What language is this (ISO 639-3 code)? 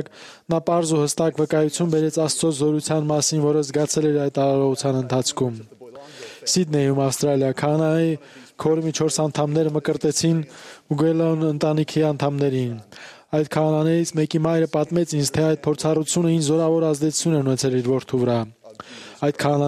hye